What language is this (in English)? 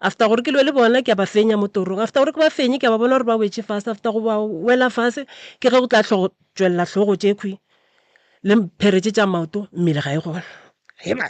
Northern Sotho